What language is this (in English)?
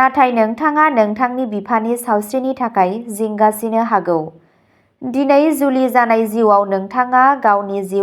Bodo